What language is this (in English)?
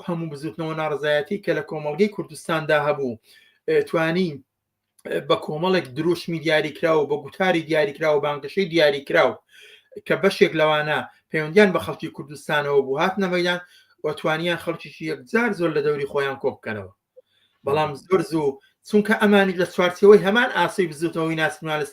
Central Kurdish